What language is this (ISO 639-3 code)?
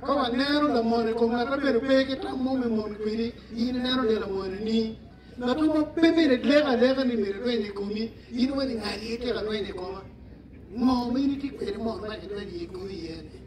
ach